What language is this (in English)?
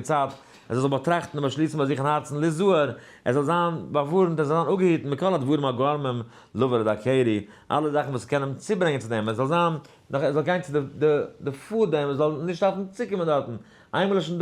Yiddish